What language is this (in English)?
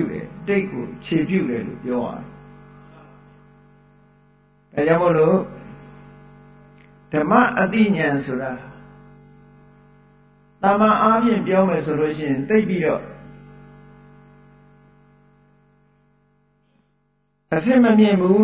Burmese